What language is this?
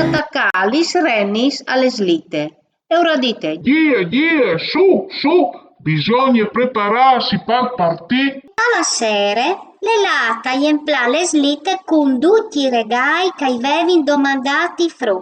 Friulian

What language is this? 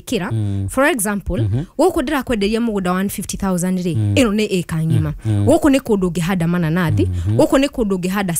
Kikuyu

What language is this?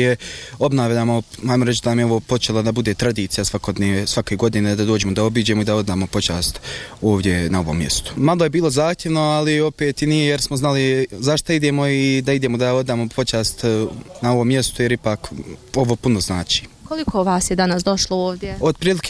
Bosnian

